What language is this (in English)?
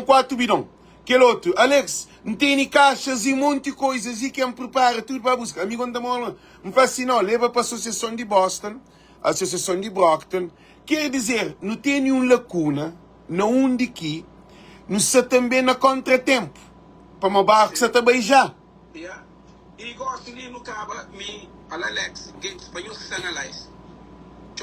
Kabuverdianu